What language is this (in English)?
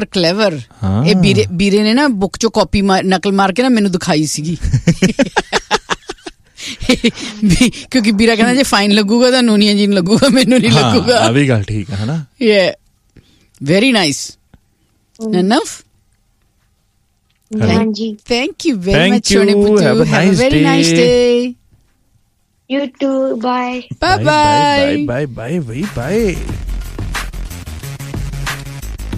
Punjabi